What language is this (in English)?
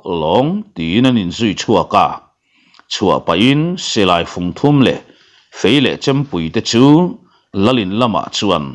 Mizo